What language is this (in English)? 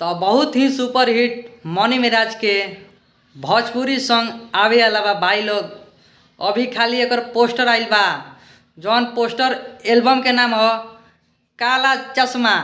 Bhojpuri